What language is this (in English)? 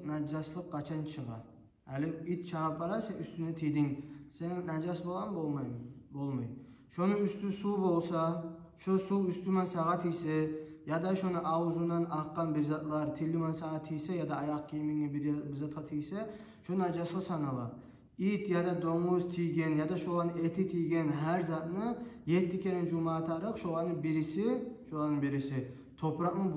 Kumyk